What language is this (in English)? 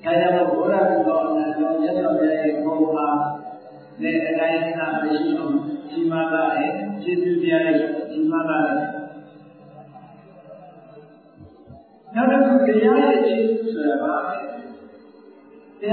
Burmese